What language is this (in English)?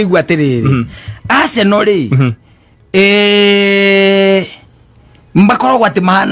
Kikuyu